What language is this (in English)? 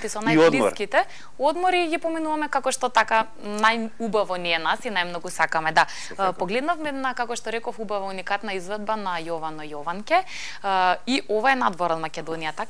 Macedonian